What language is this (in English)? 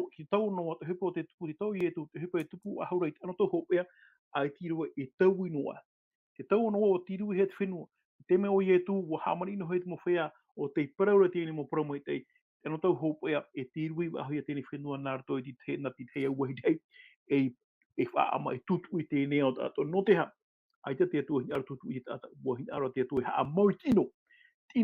Tahitian